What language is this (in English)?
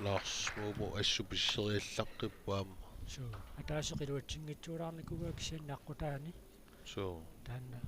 Kalaallisut